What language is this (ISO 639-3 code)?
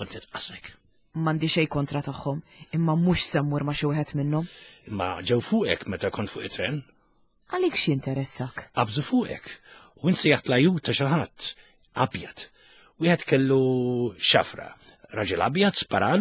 mlt